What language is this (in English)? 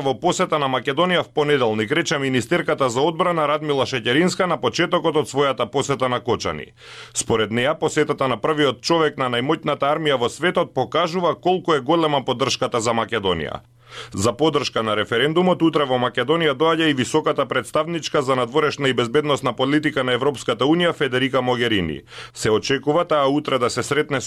Macedonian